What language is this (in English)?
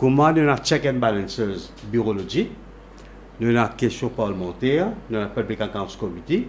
Morisyen